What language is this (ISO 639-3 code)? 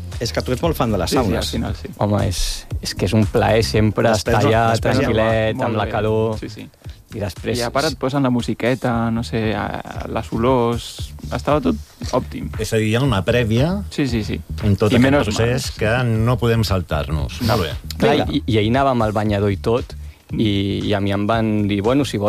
cat